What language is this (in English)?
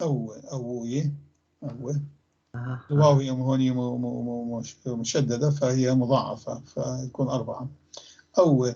North Levantine Arabic